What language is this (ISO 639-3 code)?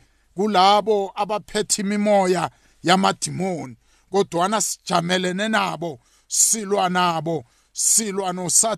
nbl